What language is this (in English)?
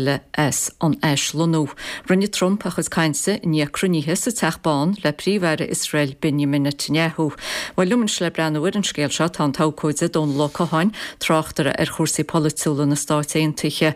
Irish